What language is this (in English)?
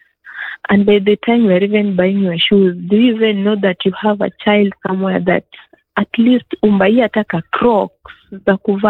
Swahili